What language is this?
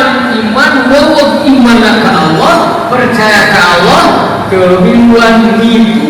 Sundanese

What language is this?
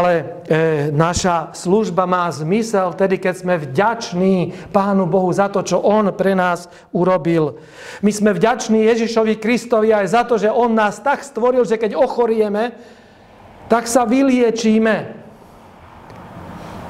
Slovak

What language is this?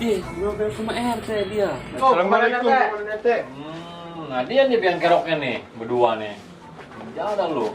Betawi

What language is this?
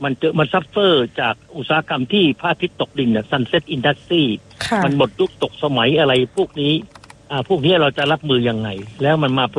Thai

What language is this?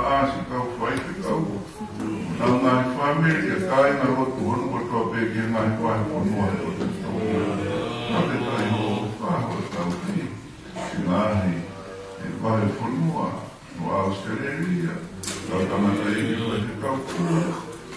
Tongan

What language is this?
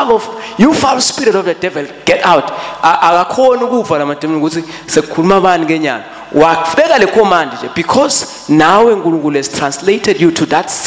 Swati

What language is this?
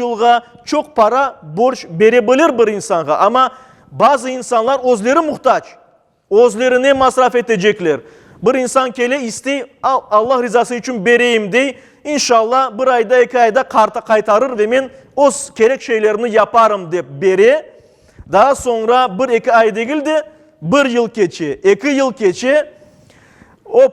Crimean Tatar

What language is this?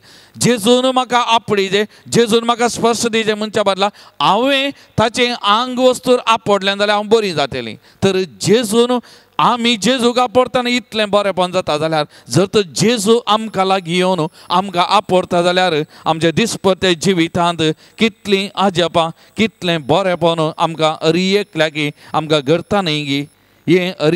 Konkani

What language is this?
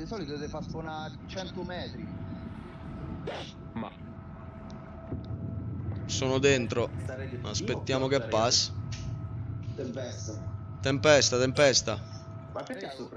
Italian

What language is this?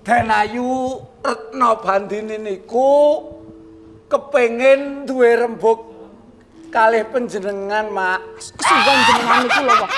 Javanese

